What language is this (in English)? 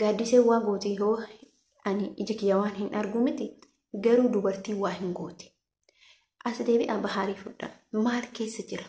Oromo